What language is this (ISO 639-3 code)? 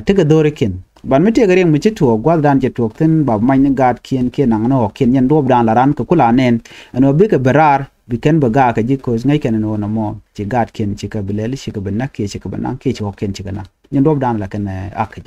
nus